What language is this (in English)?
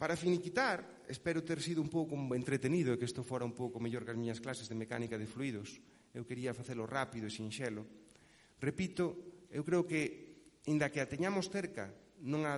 Galician